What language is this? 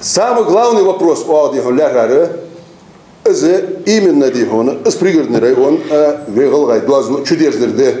Ingush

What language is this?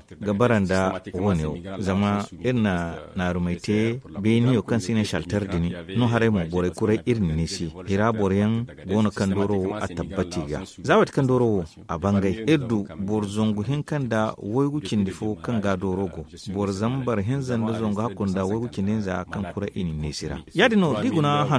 Zarma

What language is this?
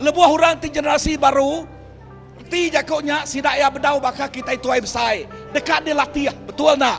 Iban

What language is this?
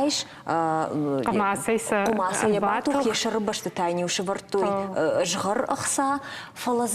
Ossetic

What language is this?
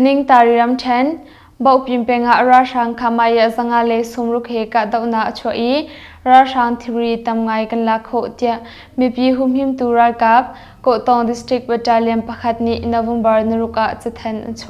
Hakha Chin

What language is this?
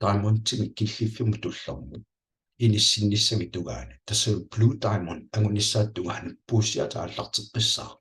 Kalaallisut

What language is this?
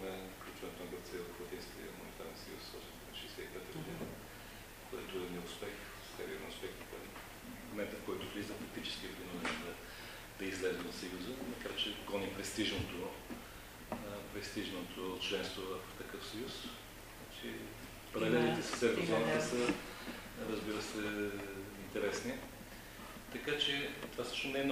Bulgarian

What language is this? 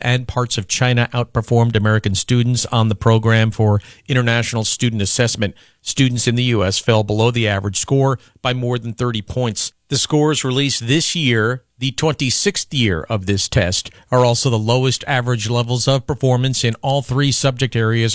English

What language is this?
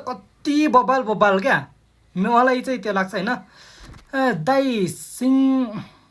Nepali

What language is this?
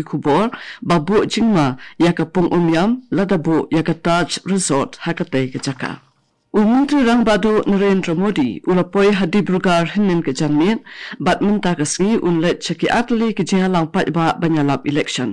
Khasi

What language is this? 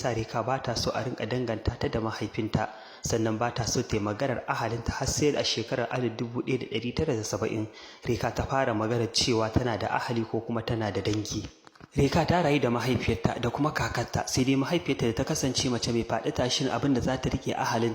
Hausa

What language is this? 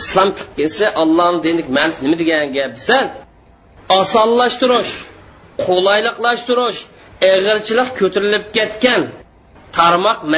Uyghur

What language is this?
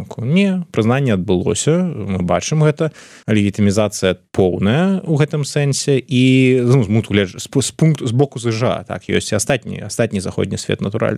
Belarusian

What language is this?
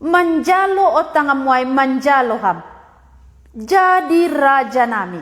Batak Simalungun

